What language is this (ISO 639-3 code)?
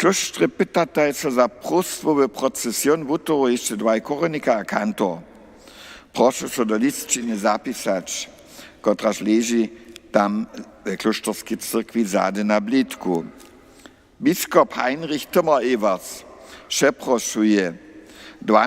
hsb